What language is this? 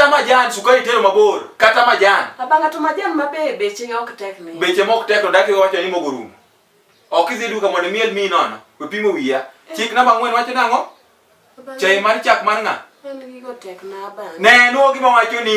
Luo (Kenya and Tanzania)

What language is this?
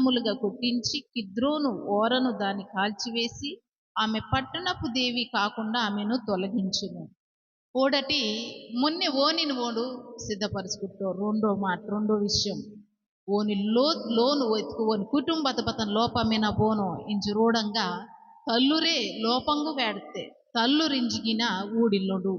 Koya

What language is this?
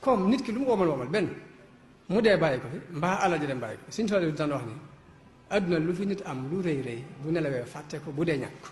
Wolof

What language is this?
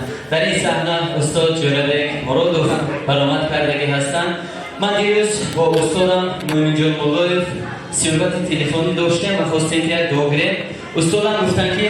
Tajik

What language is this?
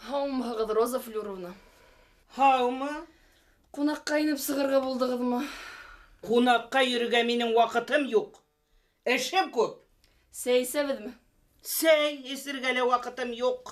Bashkir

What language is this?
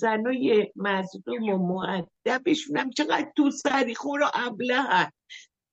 Persian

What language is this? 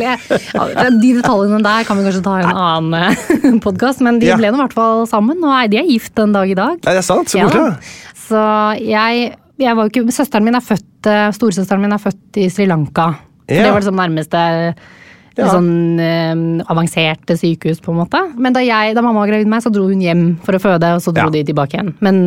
Norwegian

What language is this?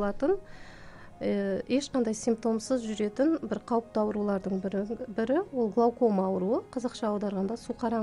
Kazakh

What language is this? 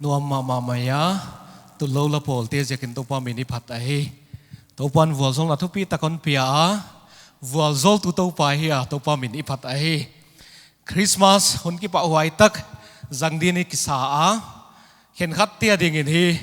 Paite Chin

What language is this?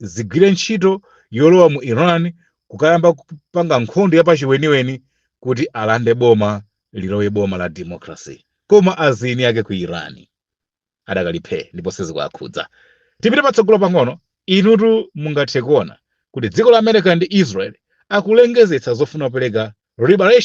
Nyanja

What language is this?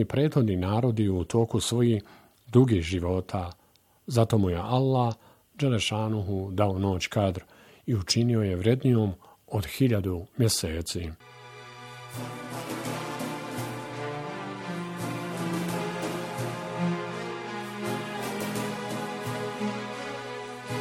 Bosnian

